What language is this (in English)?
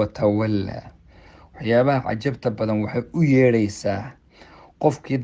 Somali